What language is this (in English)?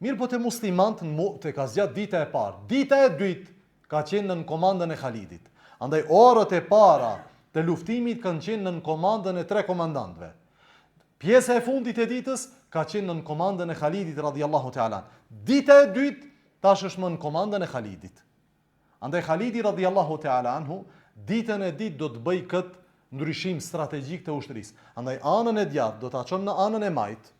Albanian